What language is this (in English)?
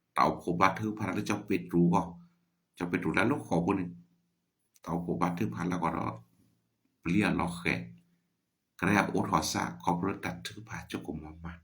S'gaw Karen